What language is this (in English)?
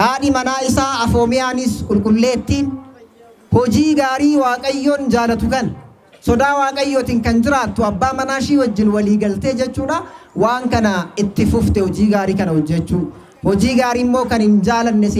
Oromo